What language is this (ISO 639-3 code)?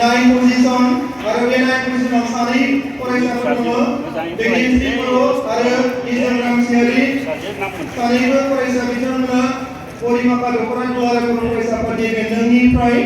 brx